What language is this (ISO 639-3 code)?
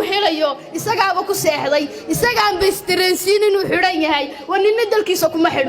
som